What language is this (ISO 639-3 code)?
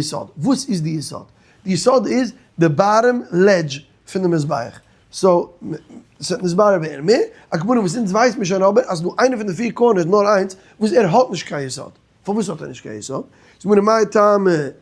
yid